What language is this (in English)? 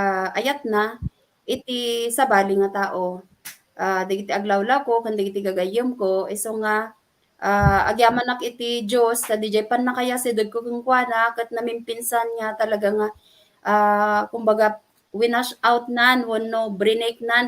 Iloko